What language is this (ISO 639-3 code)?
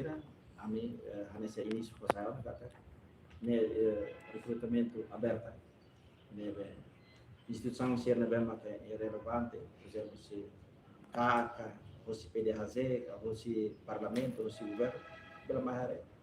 tet